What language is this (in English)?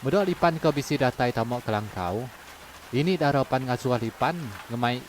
Iban